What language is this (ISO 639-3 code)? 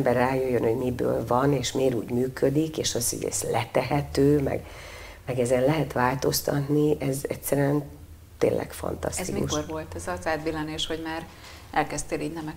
hun